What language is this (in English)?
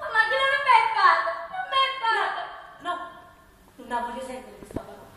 Neapolitan